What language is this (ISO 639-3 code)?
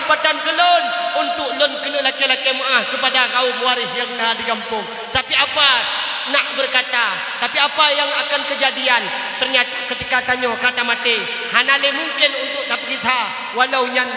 ace